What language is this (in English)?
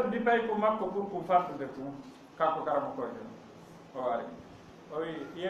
Fula